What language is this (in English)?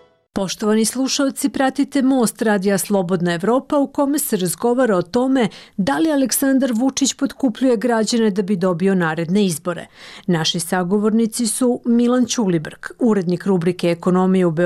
Serbian